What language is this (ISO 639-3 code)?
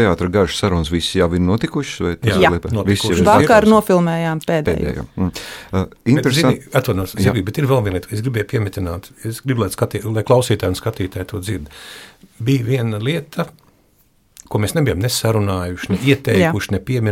lav